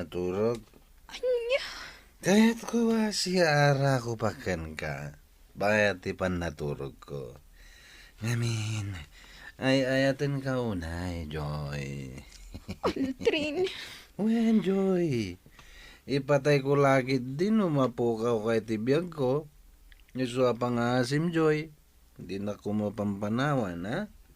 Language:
Iloko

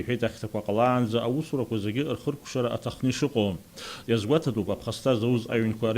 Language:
Abkhazian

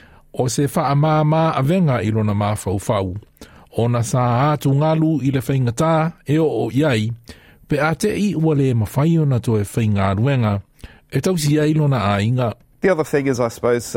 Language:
Samoan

